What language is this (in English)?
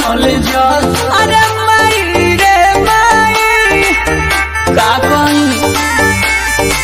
Bhojpuri